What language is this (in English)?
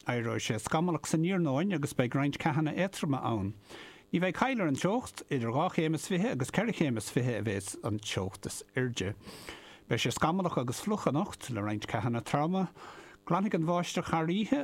Irish